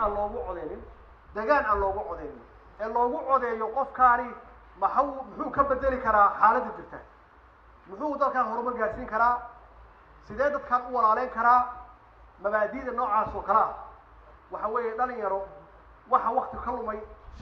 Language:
Somali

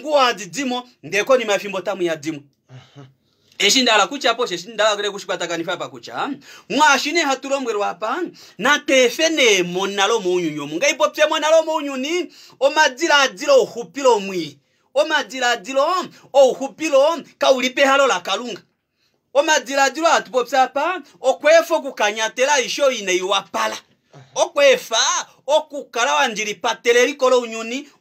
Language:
Kuanyama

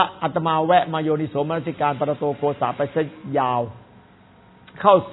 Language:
Thai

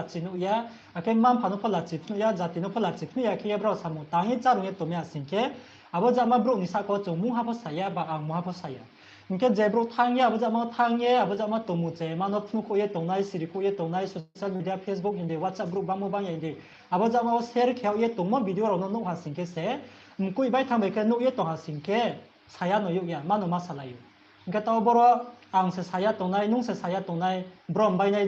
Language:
Riang (India)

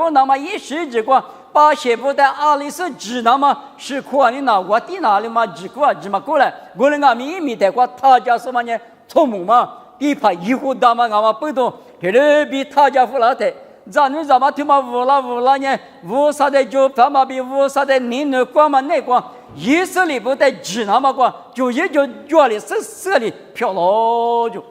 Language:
Lisu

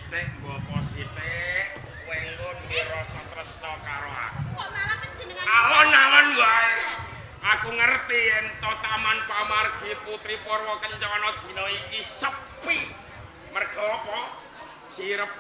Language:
Javanese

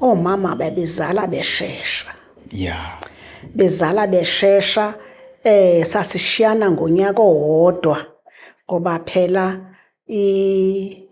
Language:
Zulu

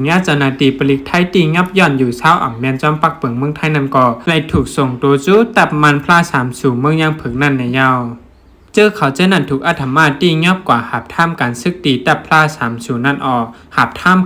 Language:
Shan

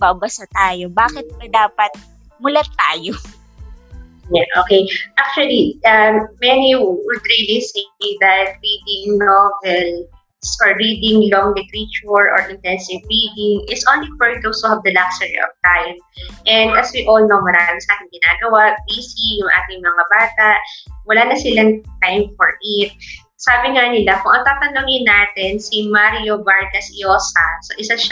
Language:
Filipino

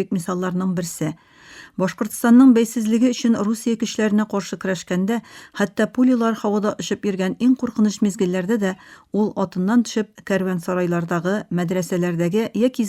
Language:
Tatar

